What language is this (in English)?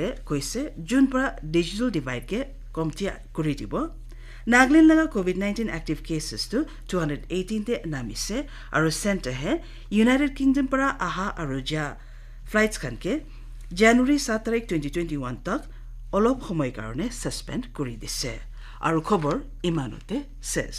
Naga Pidgin